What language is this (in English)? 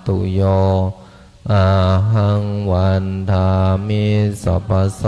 Pali